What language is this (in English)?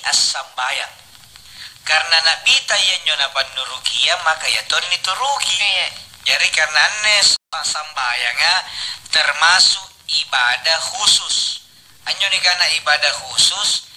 Makasar